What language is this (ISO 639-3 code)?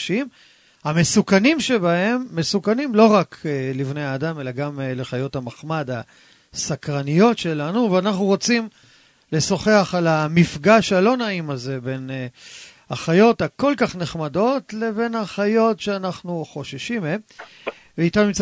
heb